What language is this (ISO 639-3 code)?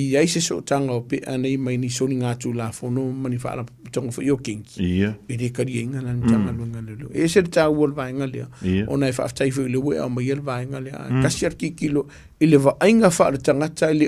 smo